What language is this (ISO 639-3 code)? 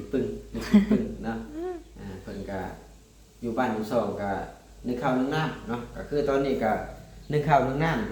lao